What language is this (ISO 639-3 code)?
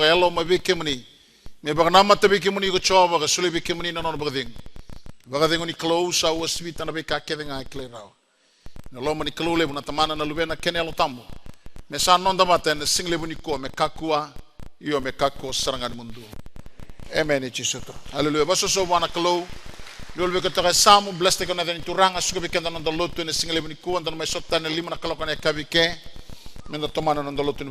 fij